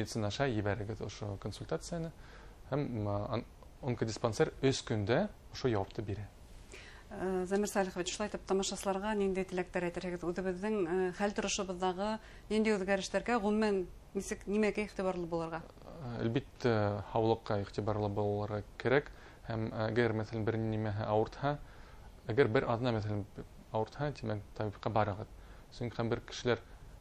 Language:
Bashkir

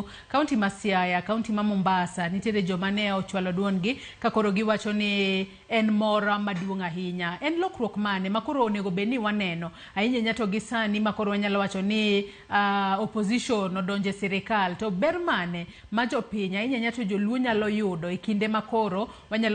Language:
Luo (Kenya and Tanzania)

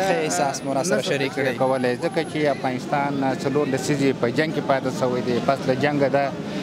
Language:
Pashto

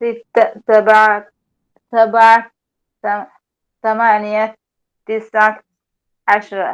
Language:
Divehi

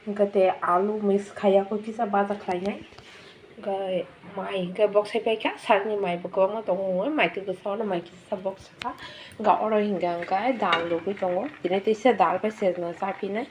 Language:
Kok Borok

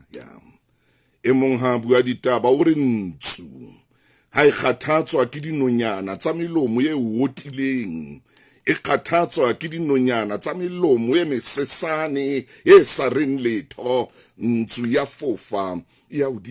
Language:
Southern Sotho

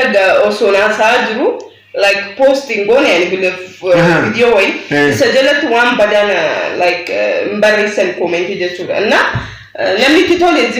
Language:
Oromo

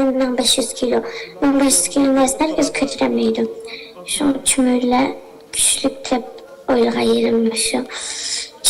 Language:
Uyghur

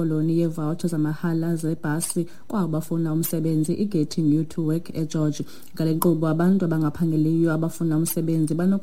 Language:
Xhosa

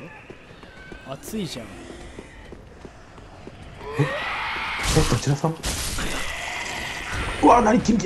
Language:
Japanese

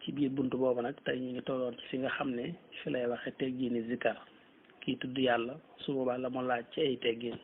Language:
Wolof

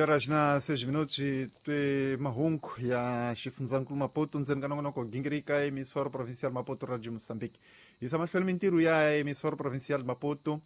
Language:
Tsonga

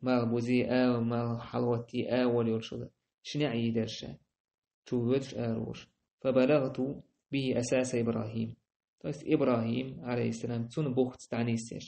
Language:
Chechen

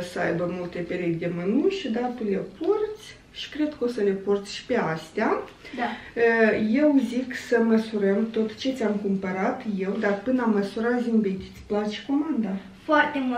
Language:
Romanian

